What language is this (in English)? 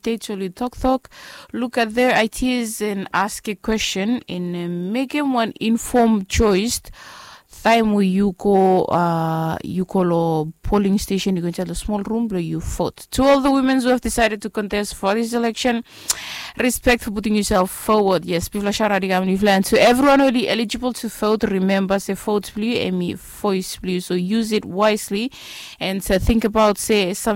Bislama